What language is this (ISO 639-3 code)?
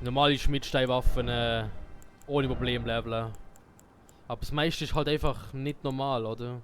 gsw